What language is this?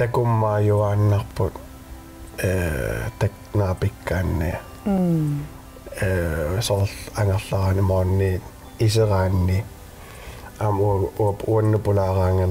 Kalaallisut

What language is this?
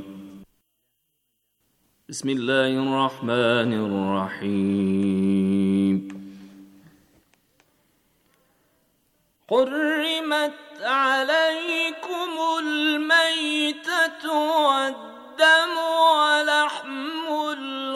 Bangla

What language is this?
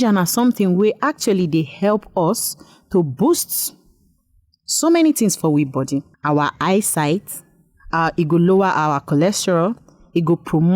Nigerian Pidgin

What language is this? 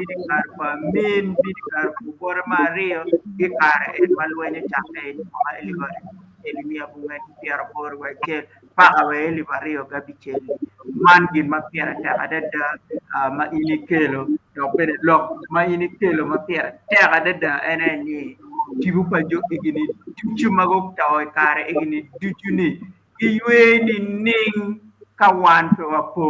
Acoli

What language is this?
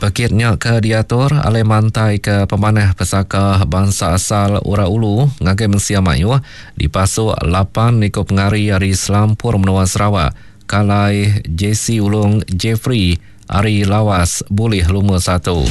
Iban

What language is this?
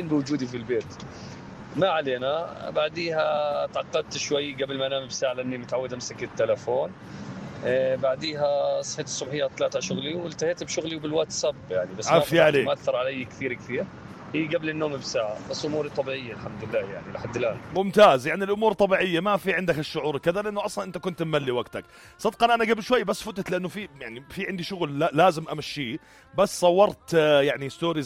North Levantine Arabic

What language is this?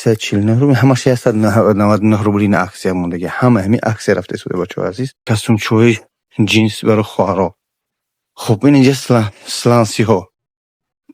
Tajik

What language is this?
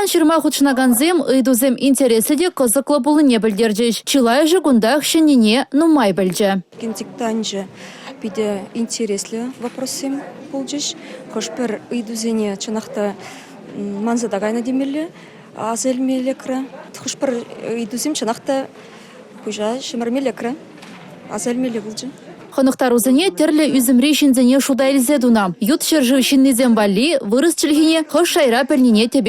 Chuvash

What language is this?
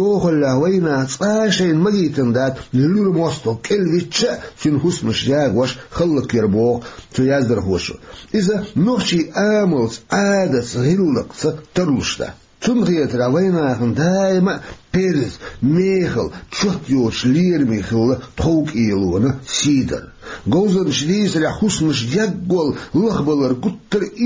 Chechen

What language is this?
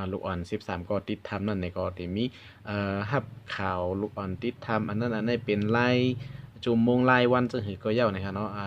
Shan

